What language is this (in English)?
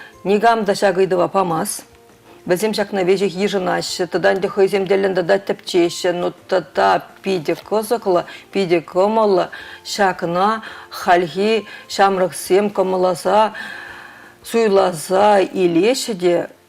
Chuvash